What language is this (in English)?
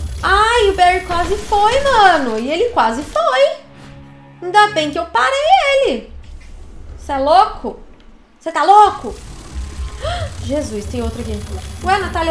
Portuguese